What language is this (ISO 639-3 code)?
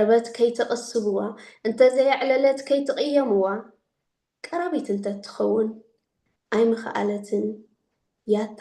tir